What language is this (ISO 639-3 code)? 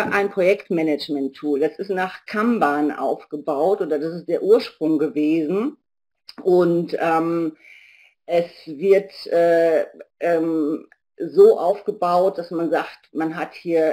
deu